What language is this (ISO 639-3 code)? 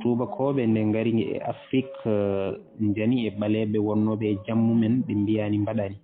ful